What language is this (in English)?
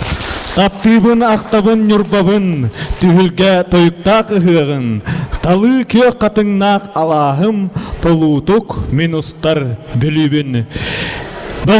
Yakut